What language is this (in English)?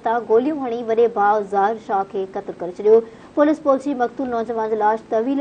Sindhi